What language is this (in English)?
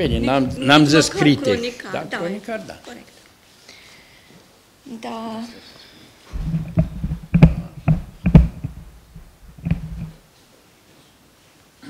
Romanian